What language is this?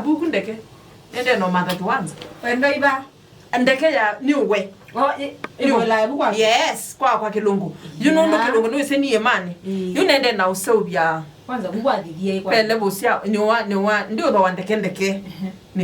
Kamba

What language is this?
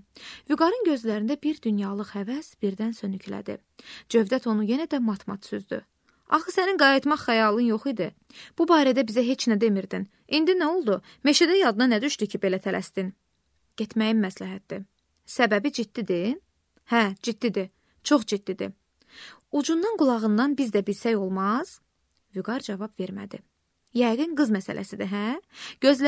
Azerbaijani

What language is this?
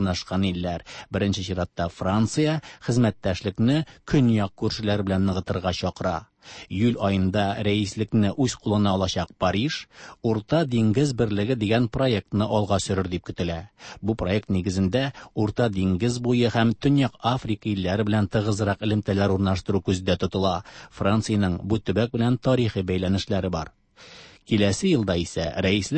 Tatar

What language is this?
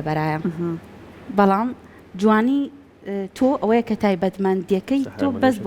Central Kurdish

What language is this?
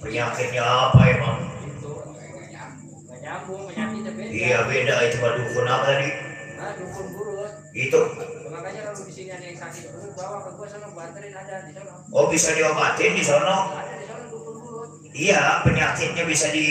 Betawi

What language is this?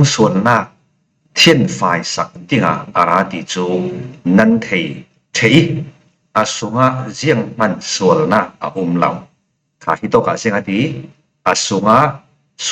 Falam Chin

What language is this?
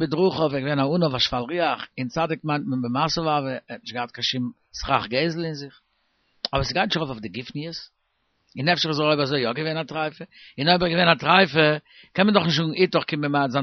Yiddish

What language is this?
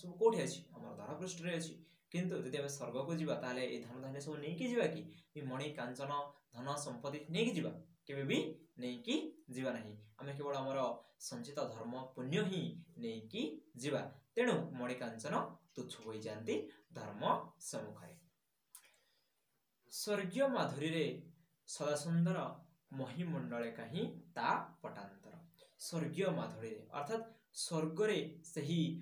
Odia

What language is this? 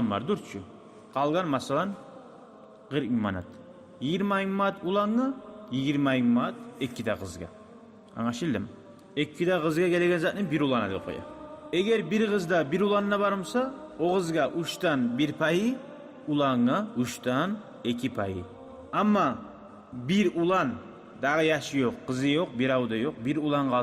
Kumyk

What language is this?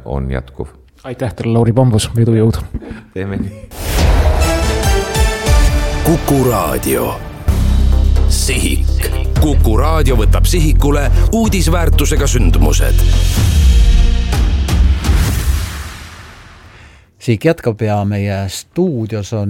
Estonian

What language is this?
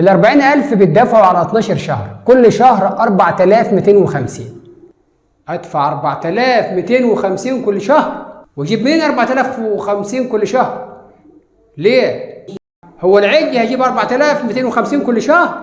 Egyptian Arabic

